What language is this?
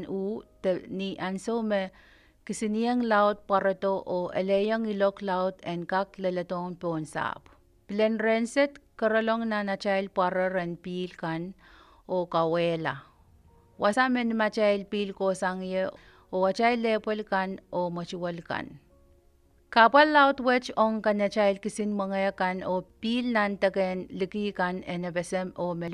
Pohnpeian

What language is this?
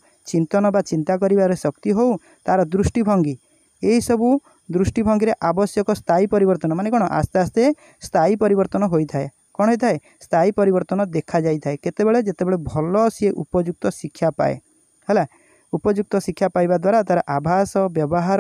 Odia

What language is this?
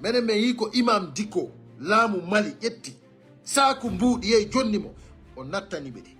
Fula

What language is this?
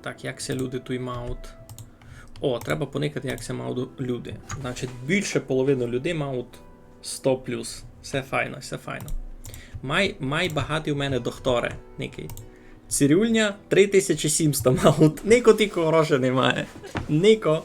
Rusyn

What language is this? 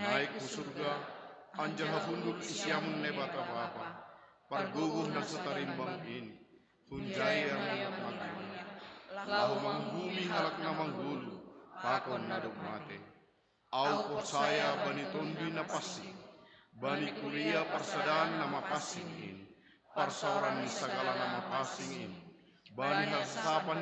Batak Simalungun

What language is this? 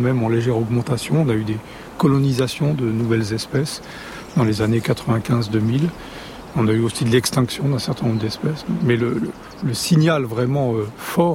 French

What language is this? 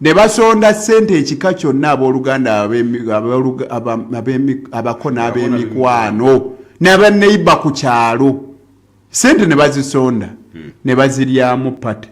Ganda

